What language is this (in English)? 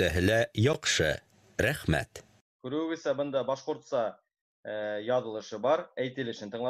Bashkir